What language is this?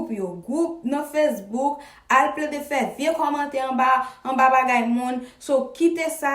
Haitian Creole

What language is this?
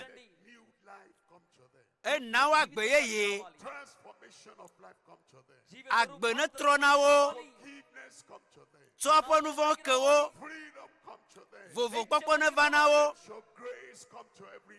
Ewe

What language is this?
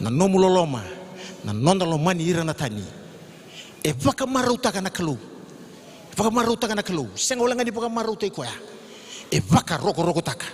Fijian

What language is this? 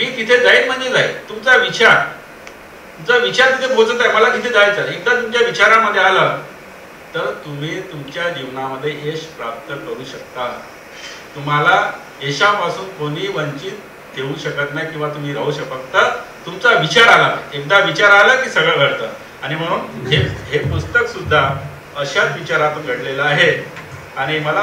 Marathi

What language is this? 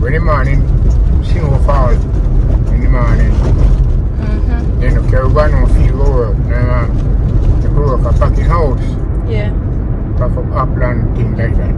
Jamaican Creole English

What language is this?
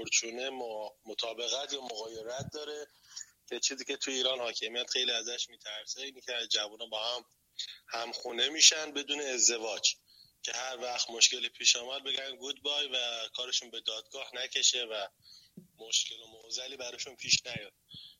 Persian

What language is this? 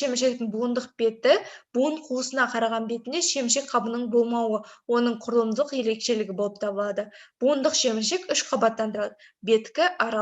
Kazakh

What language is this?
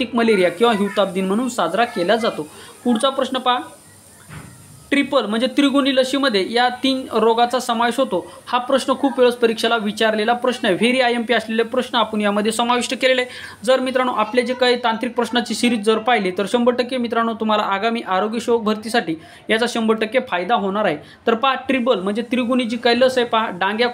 Marathi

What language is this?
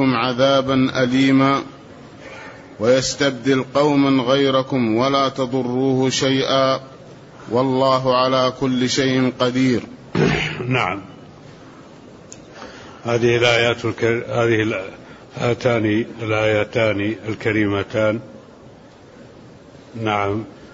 Arabic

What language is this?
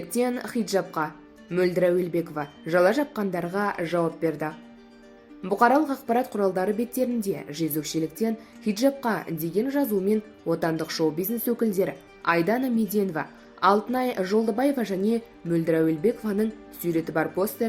Kazakh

